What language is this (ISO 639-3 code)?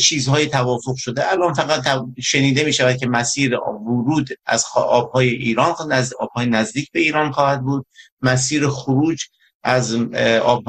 fas